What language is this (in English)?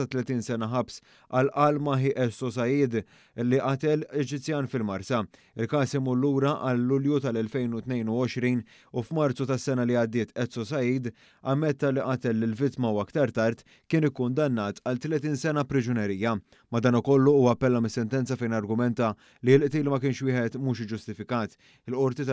Maltese